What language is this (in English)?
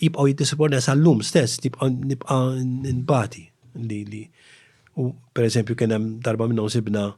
Maltese